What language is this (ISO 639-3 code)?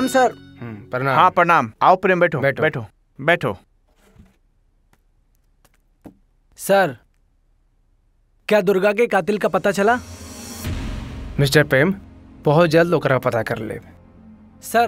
bho